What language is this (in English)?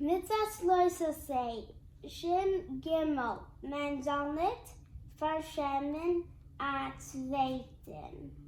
Yiddish